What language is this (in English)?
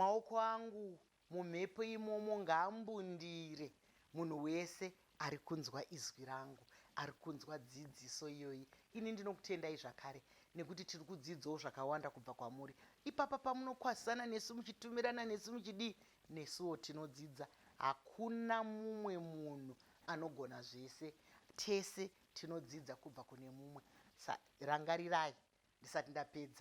Shona